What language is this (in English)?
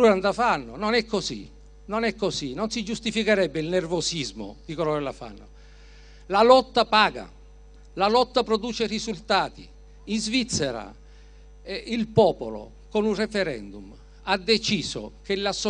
Italian